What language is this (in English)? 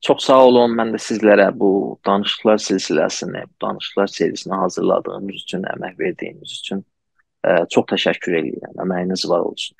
South Azerbaijani